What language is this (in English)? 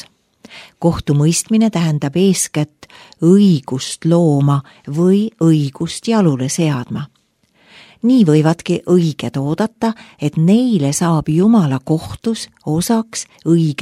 Estonian